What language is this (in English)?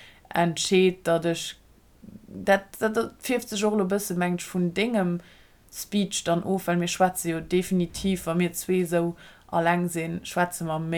Luxembourgish